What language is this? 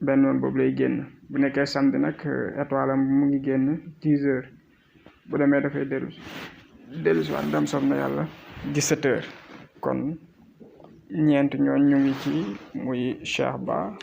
Wolof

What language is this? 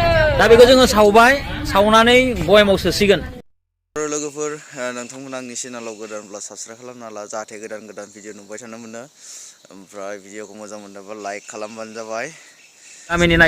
Bodo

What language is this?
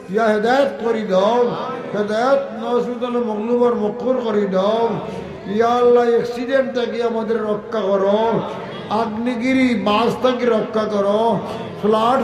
Sylheti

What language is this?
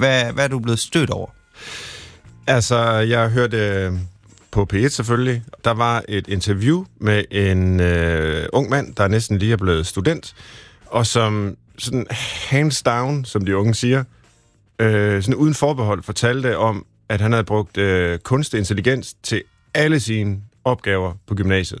Danish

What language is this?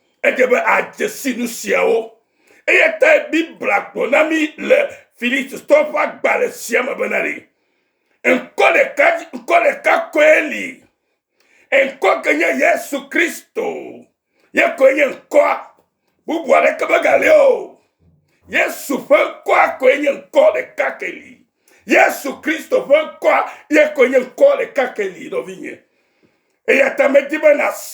Ewe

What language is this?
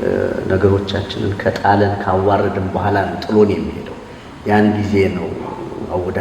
Amharic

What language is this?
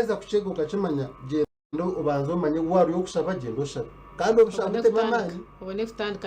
Nyankole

